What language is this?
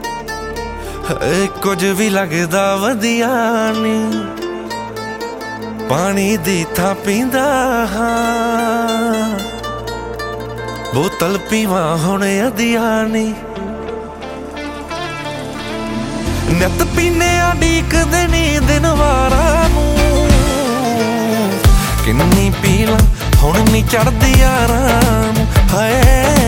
Punjabi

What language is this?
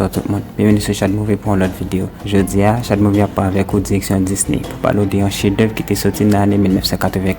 Haitian Creole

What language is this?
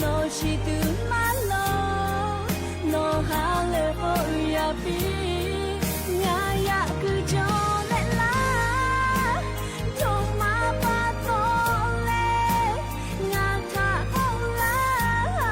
Lahu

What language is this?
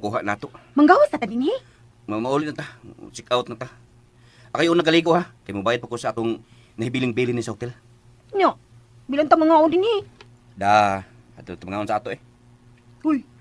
Cebuano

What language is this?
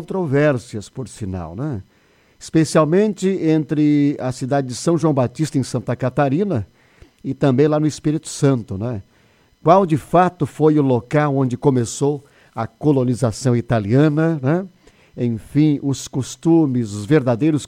Portuguese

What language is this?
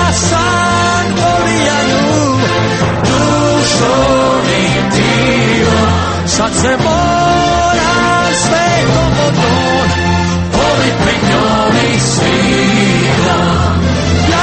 Croatian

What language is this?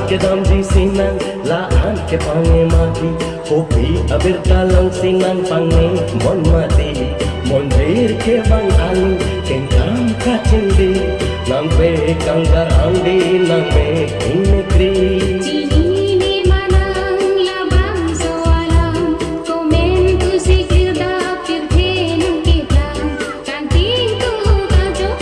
Karbi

